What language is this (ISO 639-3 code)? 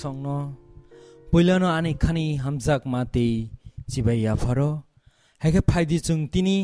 trp